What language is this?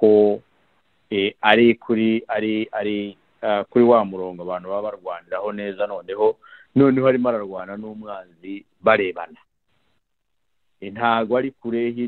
Kinyarwanda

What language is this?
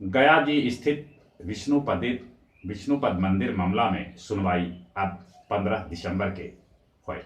Magahi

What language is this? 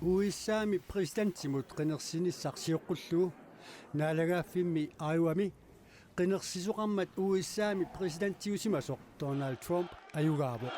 Kalaallisut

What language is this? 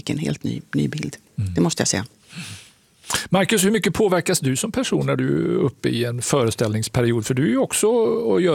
Swedish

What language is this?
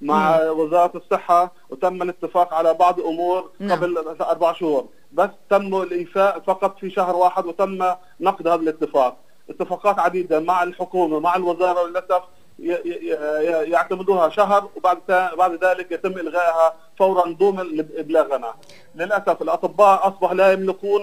North Levantine Arabic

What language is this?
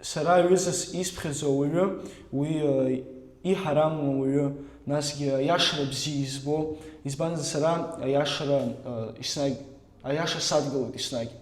Abkhazian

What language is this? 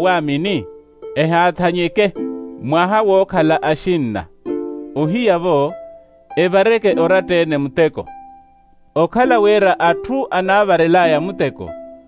Makhuwa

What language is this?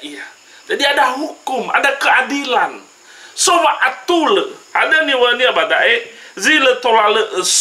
Nias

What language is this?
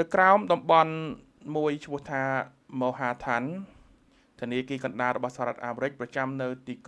Khmer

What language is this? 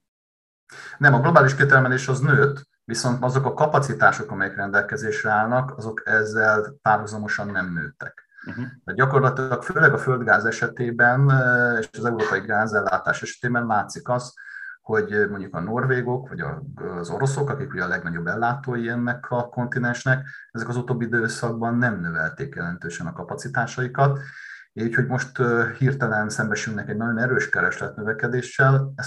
Hungarian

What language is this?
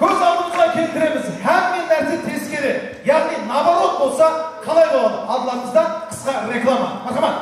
Kara-Kalpak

